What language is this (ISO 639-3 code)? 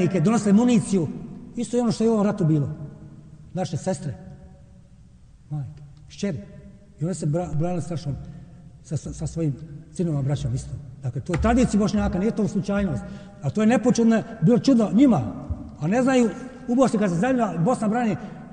bos